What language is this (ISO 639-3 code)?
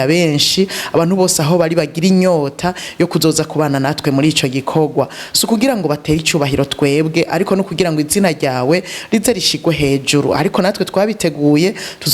run